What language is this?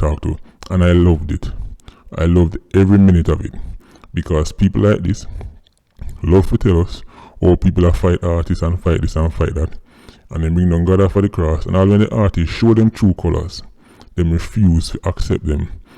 Jamaican Creole English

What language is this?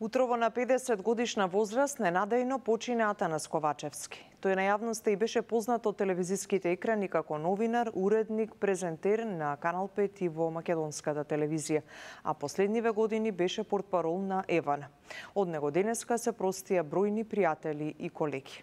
Macedonian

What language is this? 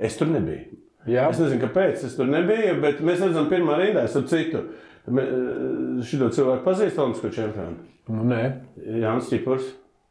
Latvian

